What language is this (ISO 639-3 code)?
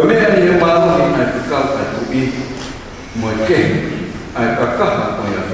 ton